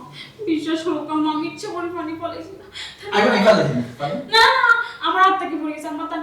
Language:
Sylheti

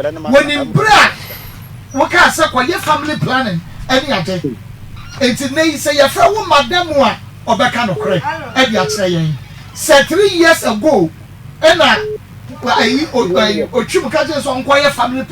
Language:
Akan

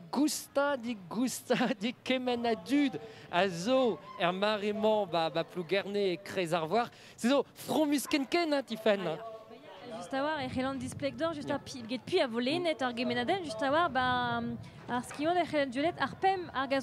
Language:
Breton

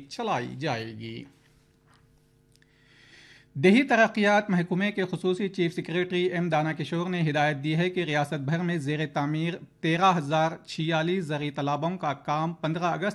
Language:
Urdu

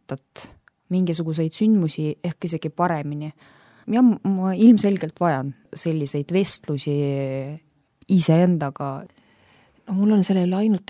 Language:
Estonian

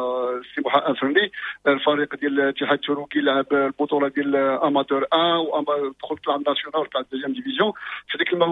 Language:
Moroccan Arabic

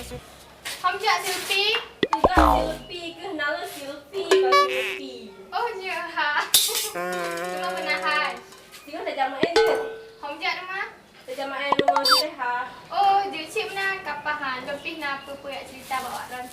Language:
Achinese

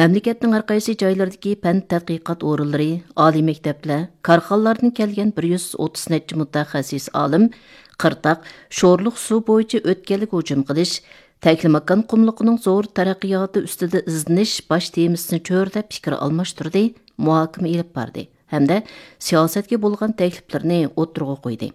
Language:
Uyghur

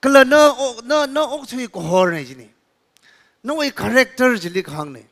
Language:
Tangkhul Naga (India)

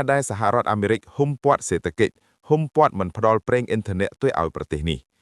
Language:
Khmer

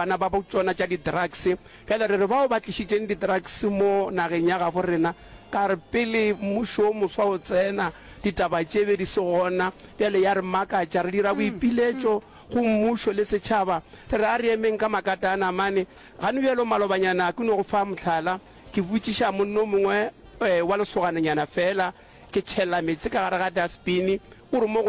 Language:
Northern Sotho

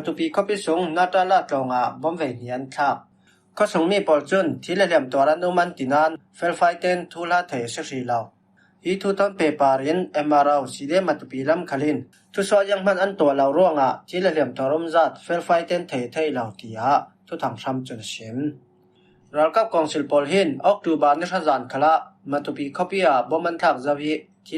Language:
Falam Chin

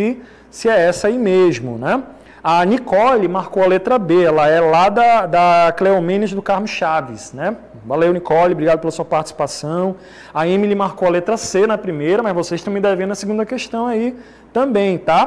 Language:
Portuguese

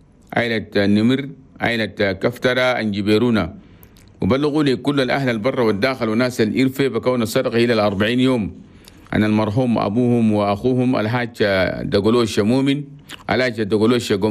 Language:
Chadian Arabic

